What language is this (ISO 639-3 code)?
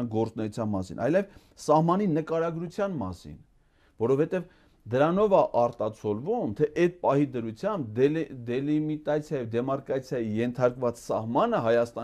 hye